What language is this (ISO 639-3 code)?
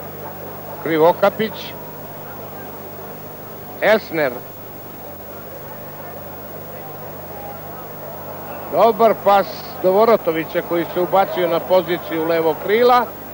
srp